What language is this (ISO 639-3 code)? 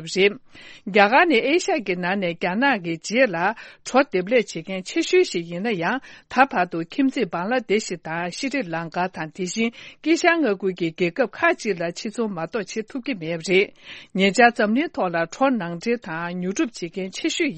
bod